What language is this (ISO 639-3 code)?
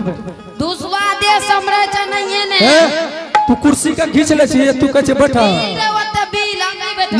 anp